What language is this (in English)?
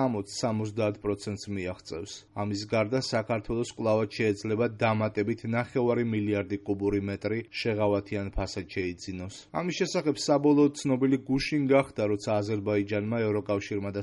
Georgian